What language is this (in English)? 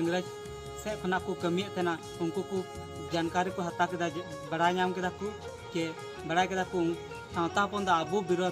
Santali